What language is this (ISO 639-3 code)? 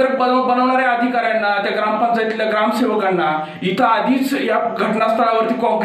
mar